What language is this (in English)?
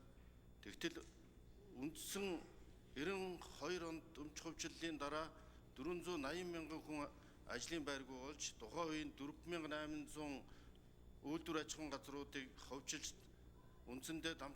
Mongolian